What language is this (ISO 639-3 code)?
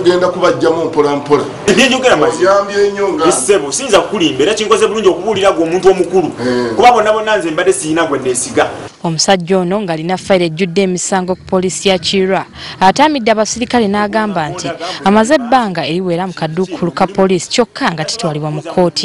lug